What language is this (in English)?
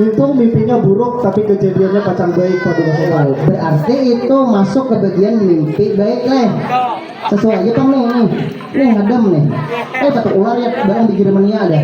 Banjar